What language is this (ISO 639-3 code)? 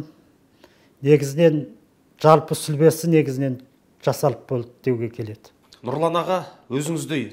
kaz